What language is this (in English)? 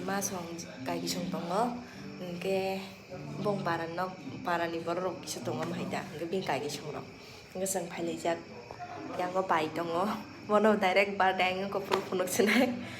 Kok Borok